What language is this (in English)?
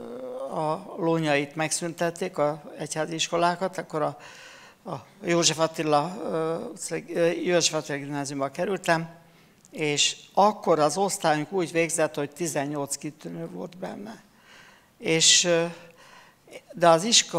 Hungarian